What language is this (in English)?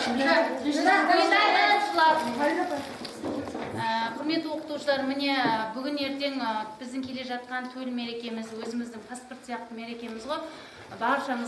Kazakh